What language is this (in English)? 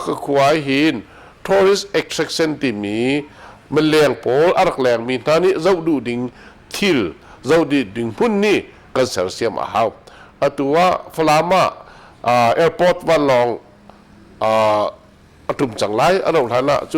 Hakha Chin